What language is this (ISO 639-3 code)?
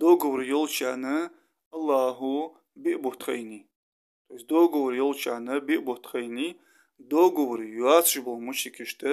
inh